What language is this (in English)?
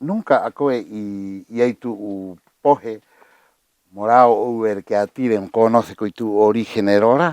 Rapanui